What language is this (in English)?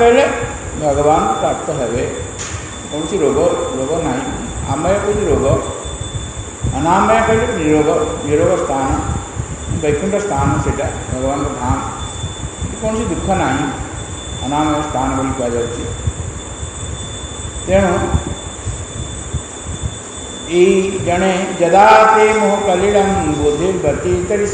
Odia